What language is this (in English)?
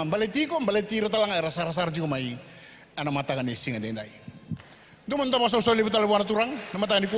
Fijian